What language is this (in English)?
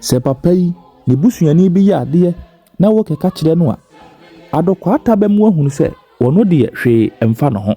Akan